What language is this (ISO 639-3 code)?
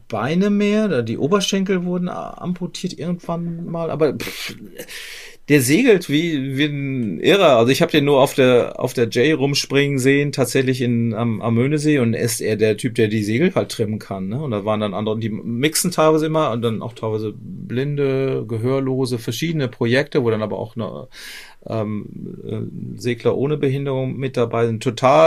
deu